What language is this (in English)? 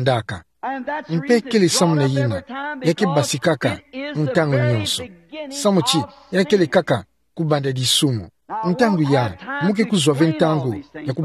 Kituba (Democratic Republic of Congo)